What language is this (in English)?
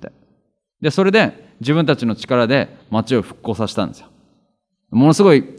Japanese